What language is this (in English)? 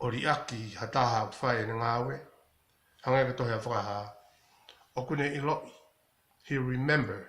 Tongan